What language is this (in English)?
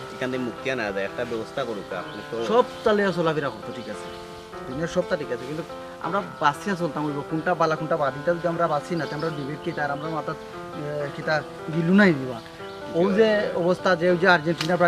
Sylheti